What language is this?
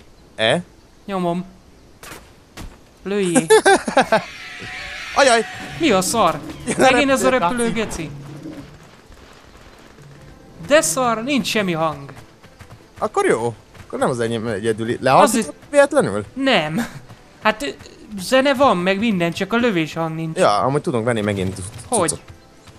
Hungarian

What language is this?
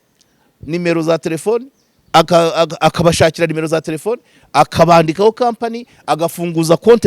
Kinyarwanda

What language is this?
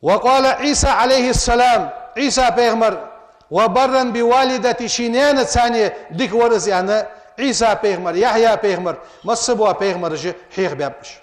Ingush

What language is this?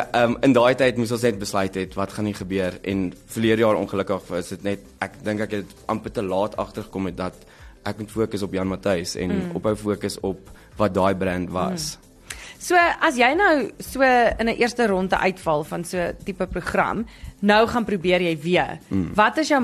Afrikaans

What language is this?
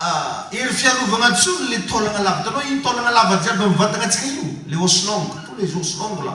Malagasy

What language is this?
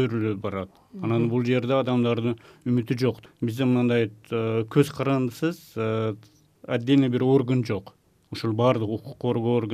Kyrgyz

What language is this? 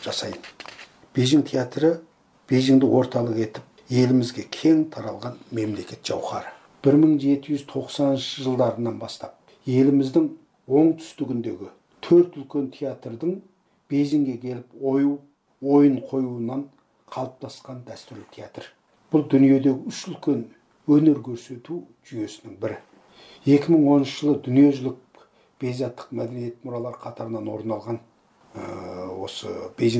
Kazakh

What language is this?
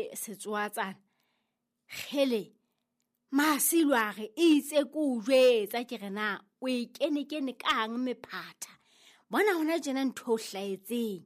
Southern Sotho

